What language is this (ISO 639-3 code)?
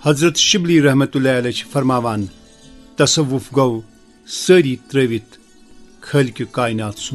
kas